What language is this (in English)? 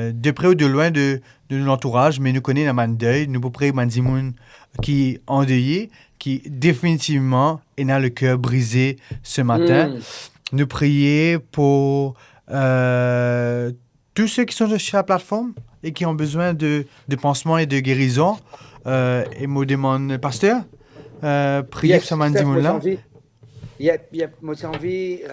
Morisyen